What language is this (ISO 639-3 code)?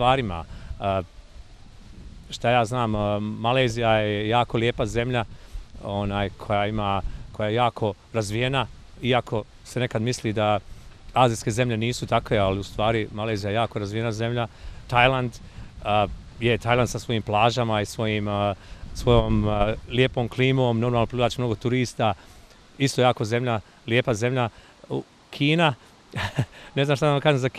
bos